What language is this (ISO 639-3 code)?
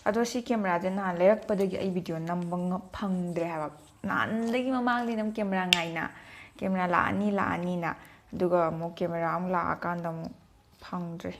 mni